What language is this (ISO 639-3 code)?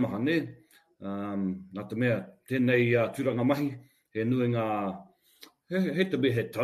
mri